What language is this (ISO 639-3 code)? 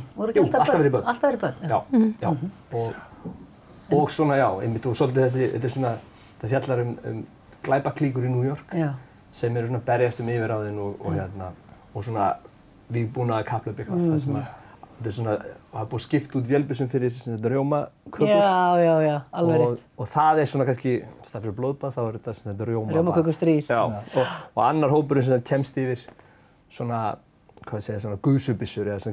isl